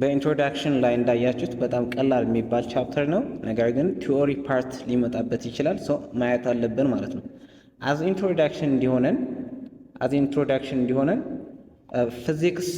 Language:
Amharic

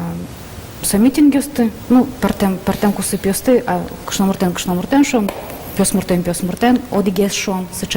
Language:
Udmurt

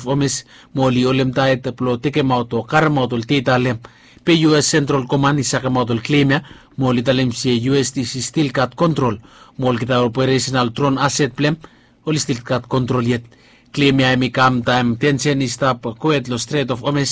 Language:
Bislama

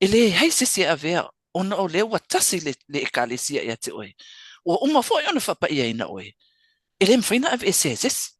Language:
Samoan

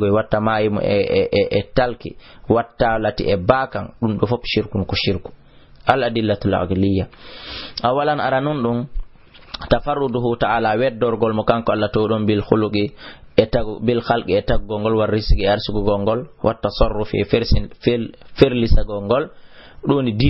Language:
Fula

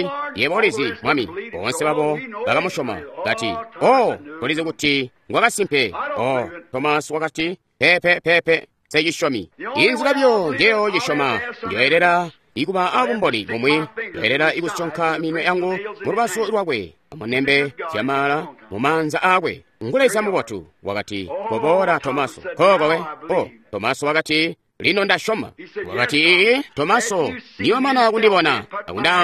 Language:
Tonga (Zambia)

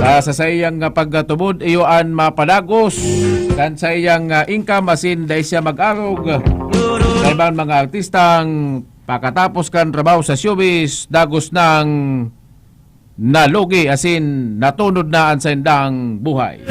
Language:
Bikol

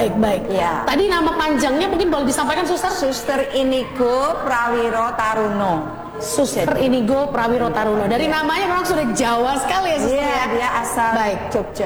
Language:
Indonesian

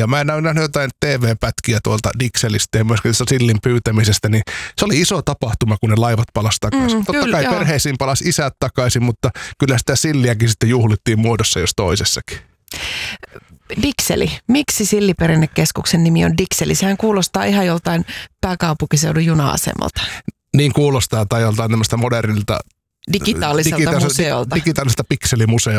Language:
Finnish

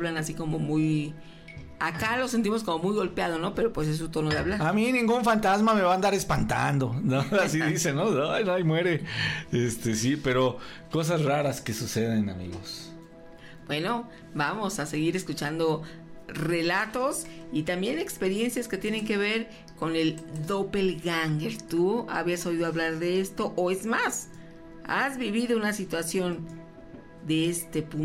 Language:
Spanish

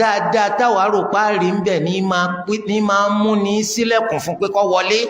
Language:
Yoruba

